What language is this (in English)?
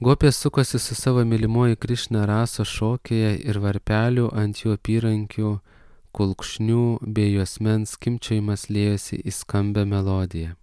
Lithuanian